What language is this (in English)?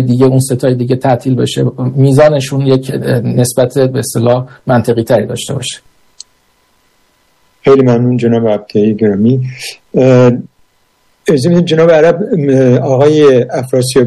Persian